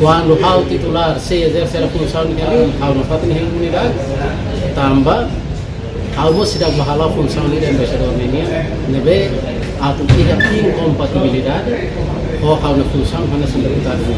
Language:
Tetum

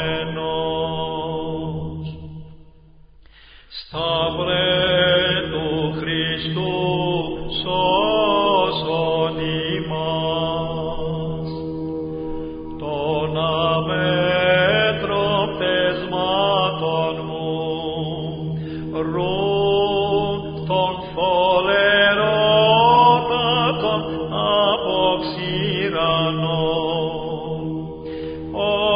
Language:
Greek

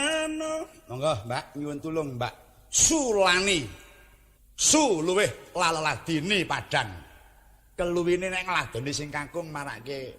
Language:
Javanese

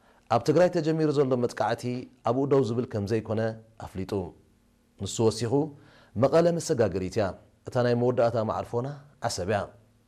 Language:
Tigrinya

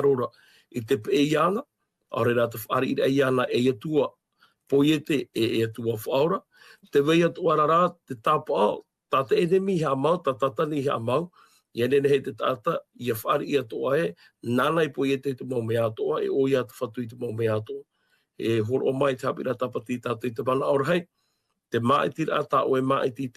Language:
Tahitian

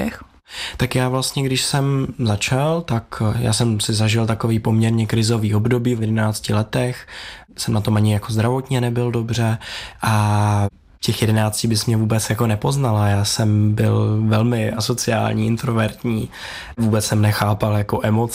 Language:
Czech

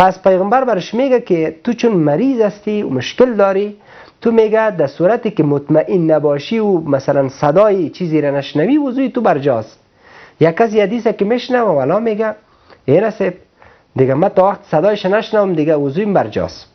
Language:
Persian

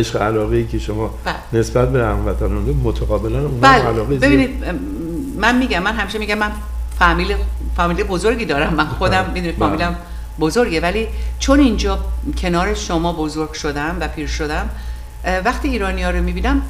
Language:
Persian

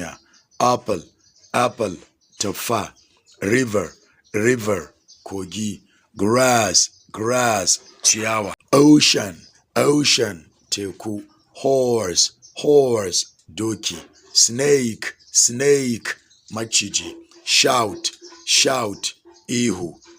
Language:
Hausa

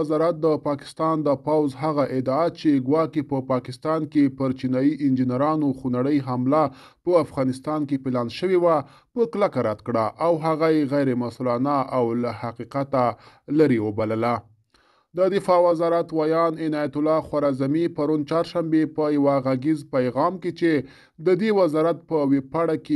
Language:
Pashto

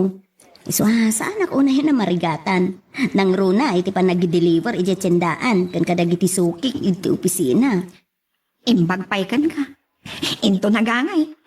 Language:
Iloko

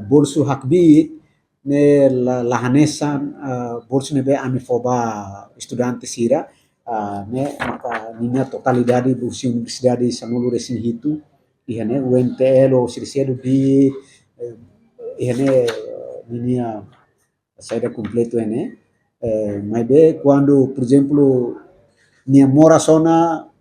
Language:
Tetum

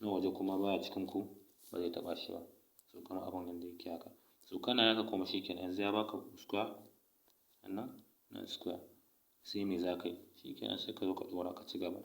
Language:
Hausa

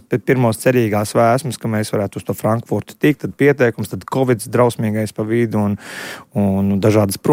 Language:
Latvian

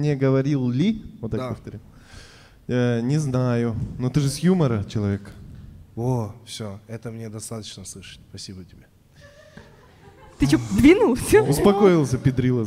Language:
Russian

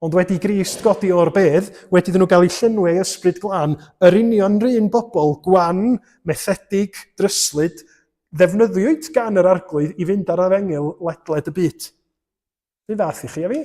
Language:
Welsh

